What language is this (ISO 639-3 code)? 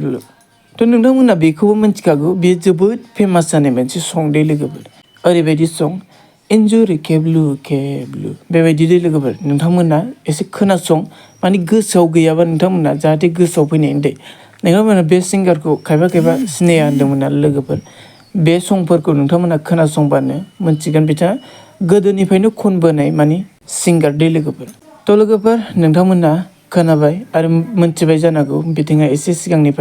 brx